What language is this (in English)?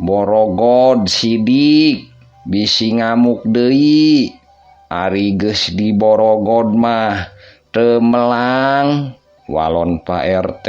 Sundanese